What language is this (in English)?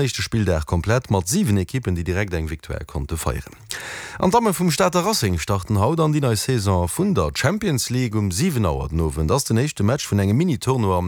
Luxembourgish